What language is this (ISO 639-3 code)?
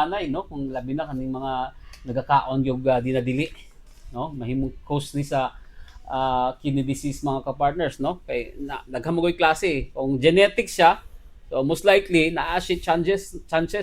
ceb